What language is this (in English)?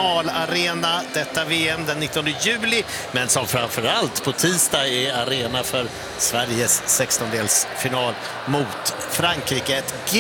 Swedish